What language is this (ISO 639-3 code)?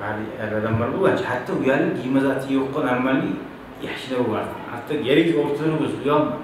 kum